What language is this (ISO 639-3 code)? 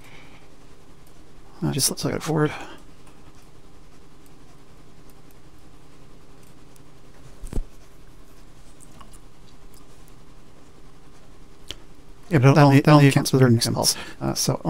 eng